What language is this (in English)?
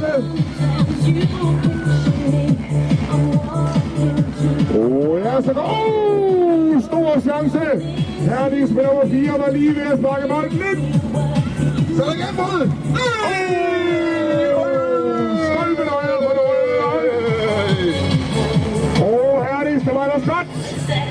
Danish